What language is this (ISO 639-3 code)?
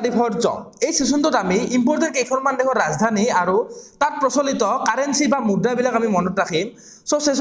asm